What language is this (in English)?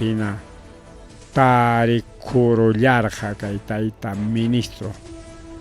Ayacucho Quechua